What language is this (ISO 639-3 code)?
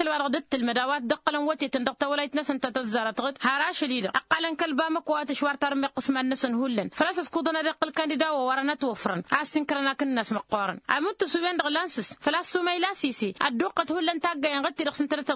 taq